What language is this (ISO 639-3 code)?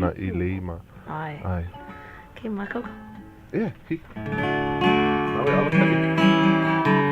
haw